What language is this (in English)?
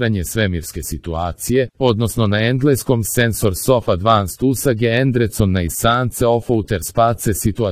Serbian